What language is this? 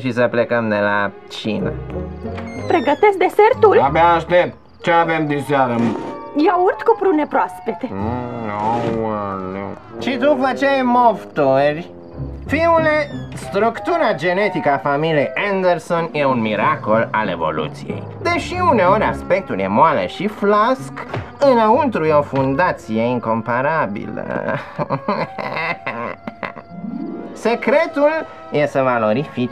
Romanian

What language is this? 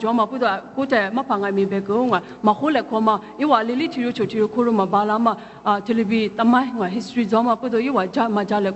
Lisu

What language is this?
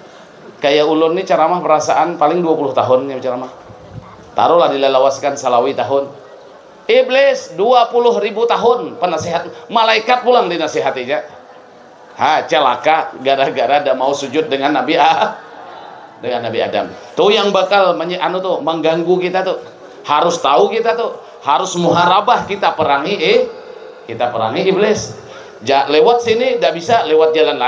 Banjar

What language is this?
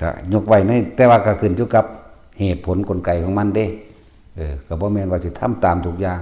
Northeastern Thai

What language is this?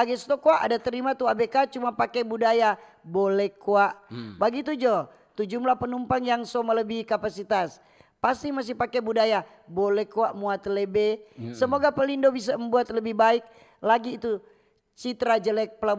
Manado Malay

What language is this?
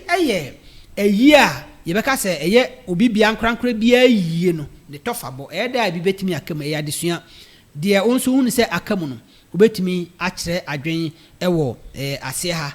Akan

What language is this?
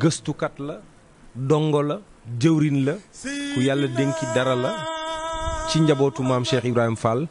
Wolof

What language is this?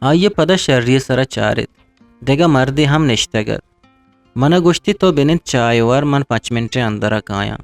Eastern Balochi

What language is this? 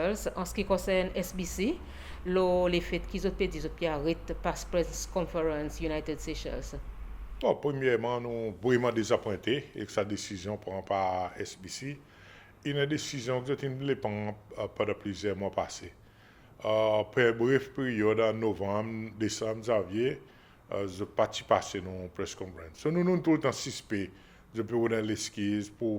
Seselwa Creole French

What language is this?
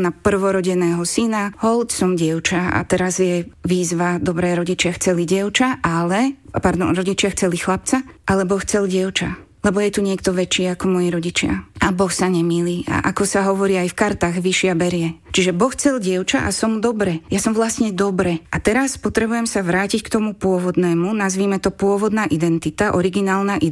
Slovak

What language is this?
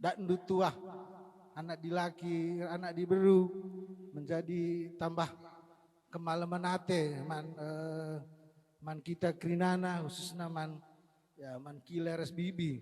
Batak Karo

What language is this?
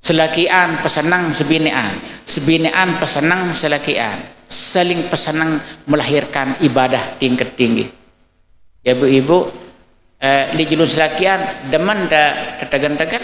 Sasak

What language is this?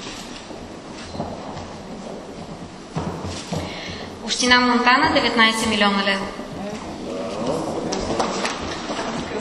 Bulgarian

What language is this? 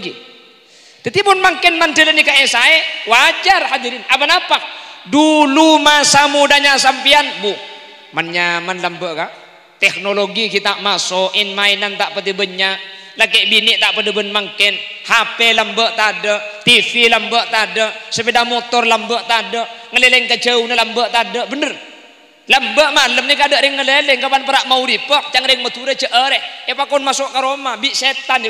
Madurese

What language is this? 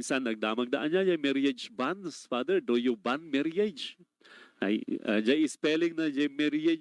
Iloko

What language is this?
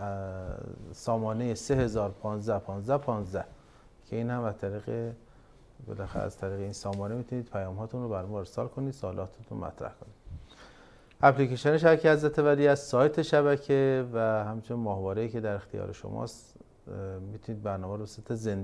Persian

